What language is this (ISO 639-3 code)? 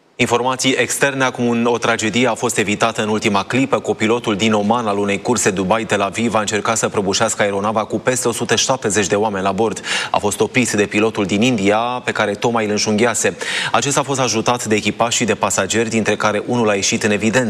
ron